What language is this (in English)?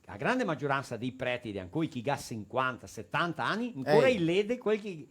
Venetian